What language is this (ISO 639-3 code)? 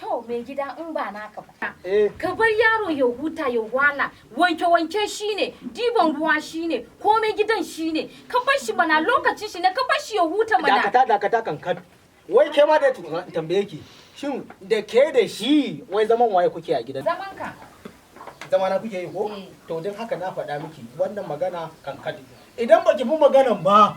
hau